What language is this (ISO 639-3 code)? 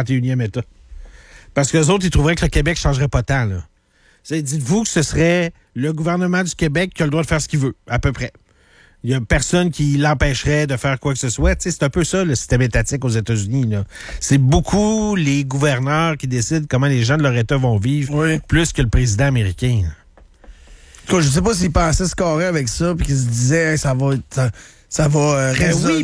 fra